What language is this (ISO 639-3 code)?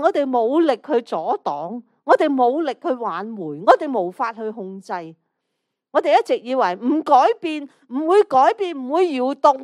yue